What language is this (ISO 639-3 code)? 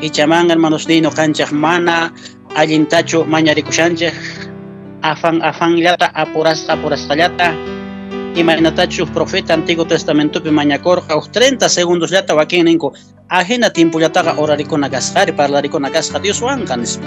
que